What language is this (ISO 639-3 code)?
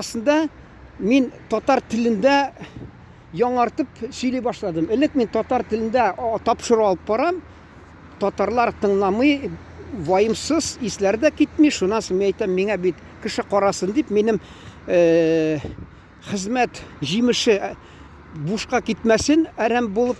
tat